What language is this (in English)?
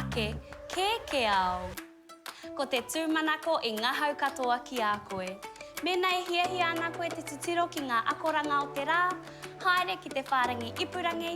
Māori